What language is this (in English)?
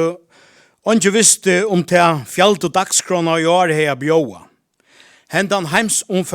Faroese